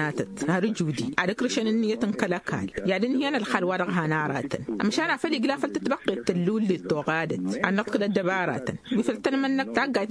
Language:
Tamasheq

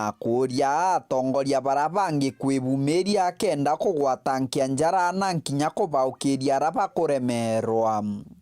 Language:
Meru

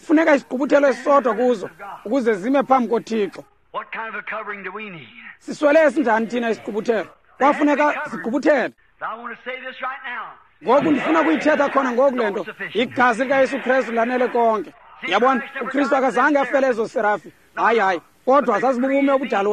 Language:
Xhosa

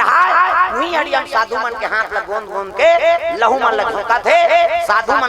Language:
Chhattisgarhi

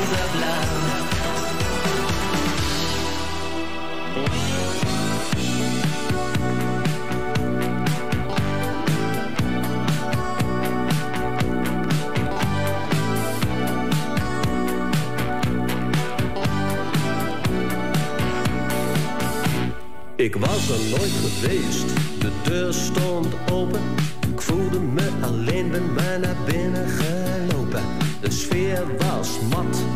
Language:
Dutch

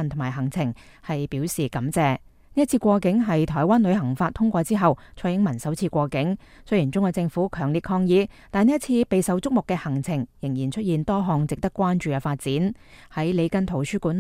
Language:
Cantonese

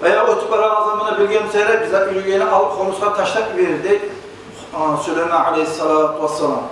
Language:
Kumyk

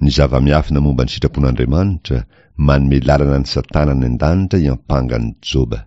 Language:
Malagasy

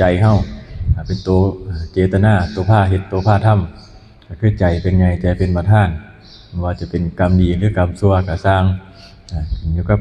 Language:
Lao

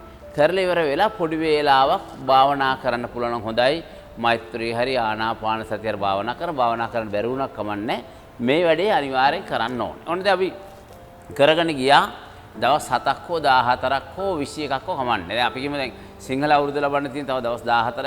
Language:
Sinhala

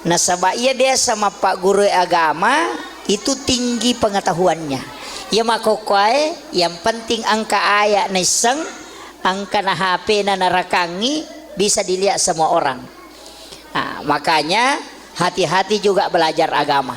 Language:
Buginese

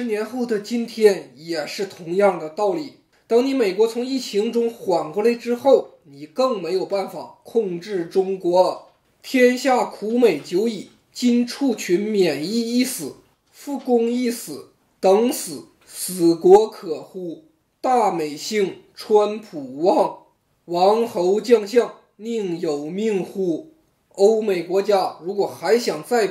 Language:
Chinese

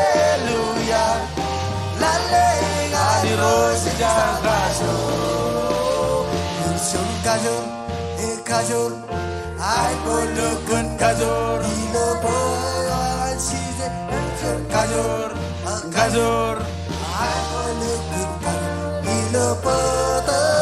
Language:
Marshallese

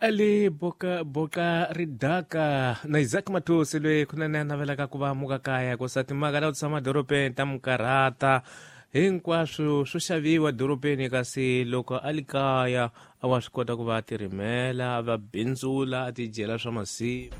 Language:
Tsonga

